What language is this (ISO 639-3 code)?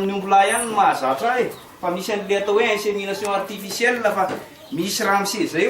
mlg